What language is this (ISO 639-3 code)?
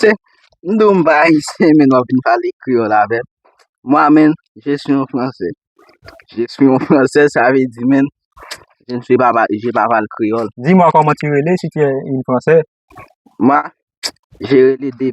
hat